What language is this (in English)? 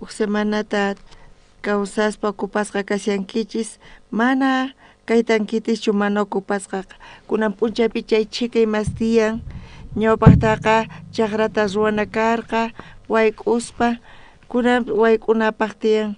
South Bolivian Quechua